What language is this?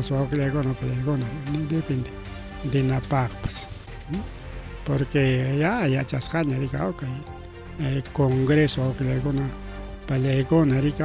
Ayacucho Quechua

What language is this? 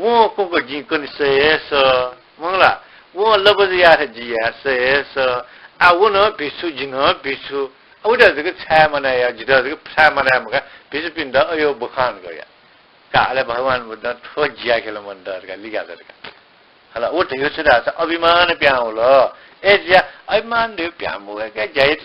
Newari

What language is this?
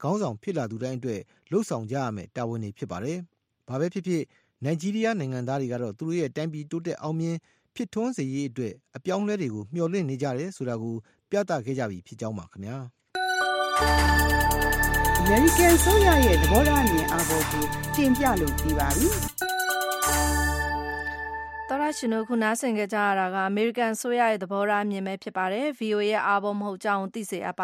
Burmese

